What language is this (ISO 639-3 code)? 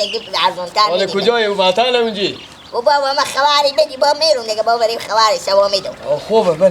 fas